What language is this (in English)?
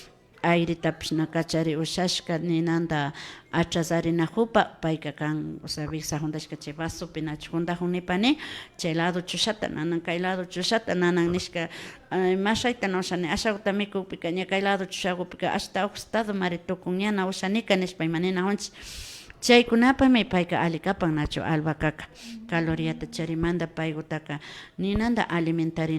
Imbabura Highland Quichua